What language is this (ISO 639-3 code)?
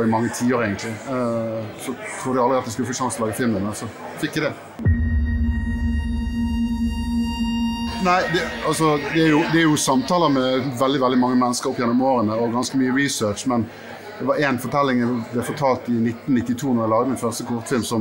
nor